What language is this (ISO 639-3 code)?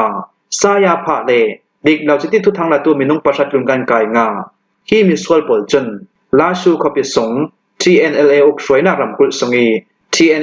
cnh